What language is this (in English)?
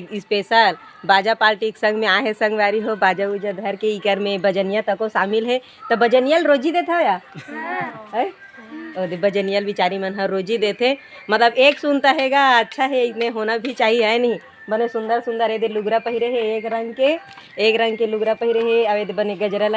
Chhattisgarhi